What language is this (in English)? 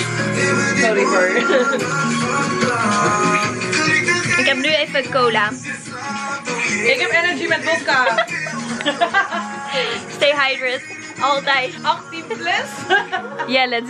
Dutch